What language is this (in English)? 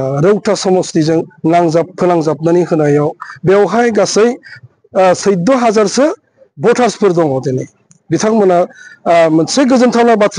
Bodo